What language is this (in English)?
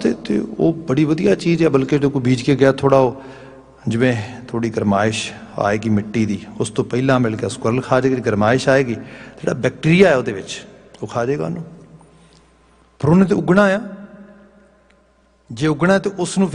Punjabi